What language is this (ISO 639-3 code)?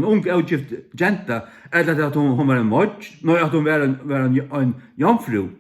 fao